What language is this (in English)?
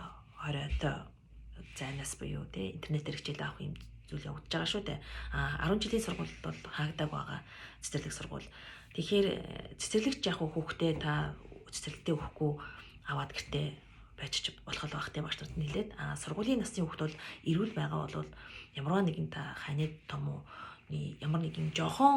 Mongolian